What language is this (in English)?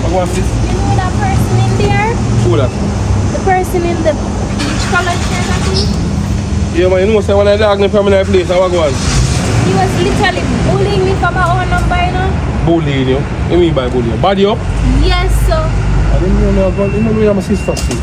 Jamaican Creole English